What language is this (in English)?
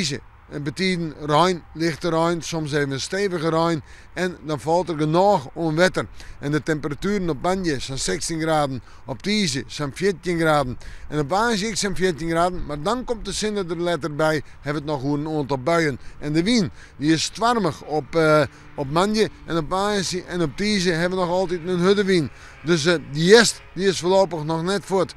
Western Frisian